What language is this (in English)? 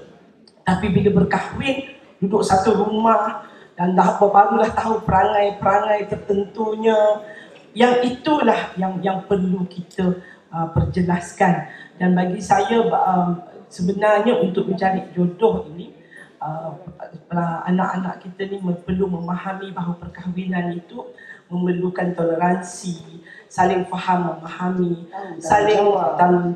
Malay